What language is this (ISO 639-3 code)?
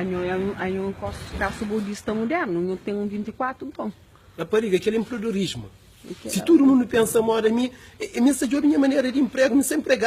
kea